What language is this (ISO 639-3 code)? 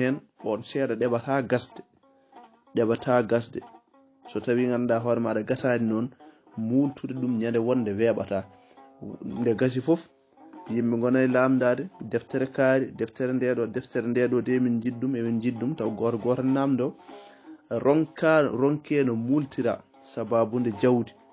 ful